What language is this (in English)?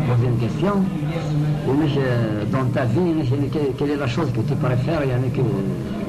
Kabyle